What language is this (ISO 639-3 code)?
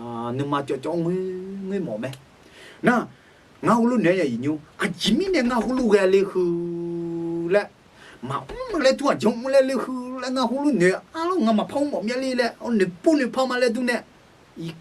ahk